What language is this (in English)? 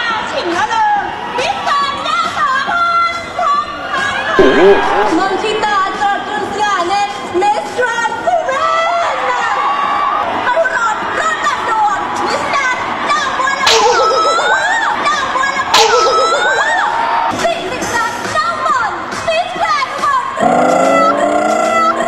Thai